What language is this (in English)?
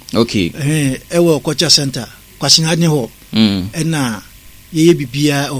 Akan